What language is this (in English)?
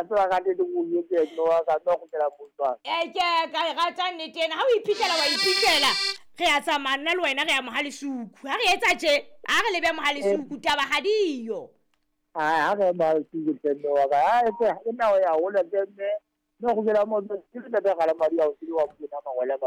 Southern Sotho